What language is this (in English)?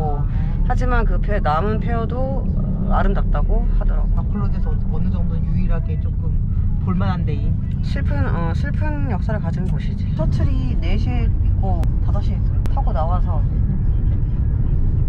Korean